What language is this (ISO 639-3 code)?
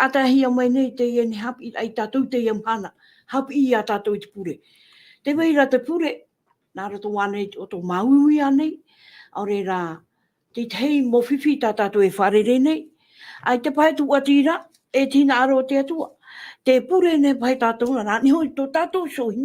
tah